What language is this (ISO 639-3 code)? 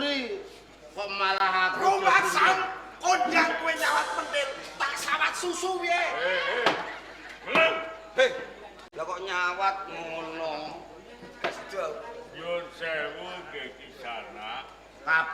jav